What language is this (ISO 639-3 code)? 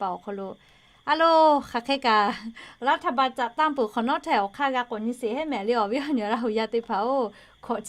lhu